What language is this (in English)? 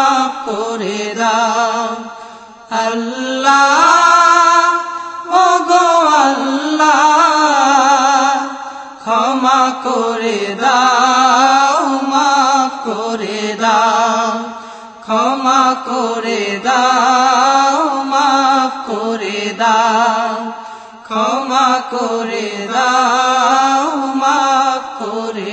Bangla